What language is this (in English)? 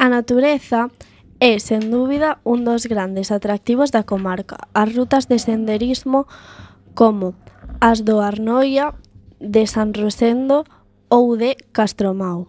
Galician